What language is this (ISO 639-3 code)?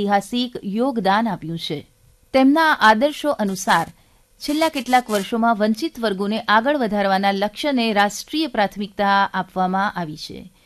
guj